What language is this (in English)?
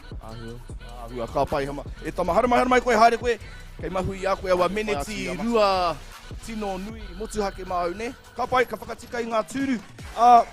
Māori